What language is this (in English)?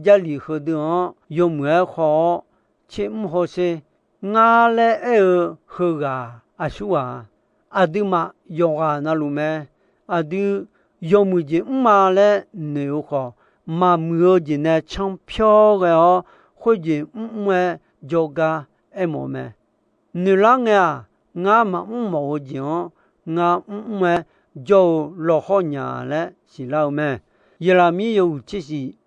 Akha